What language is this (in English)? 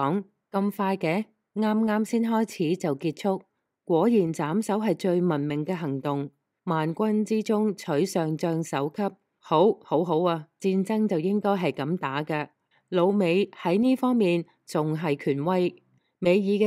Cantonese